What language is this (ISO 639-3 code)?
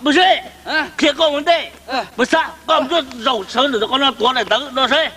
hmn